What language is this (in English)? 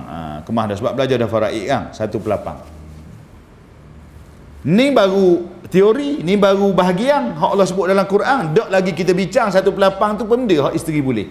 Malay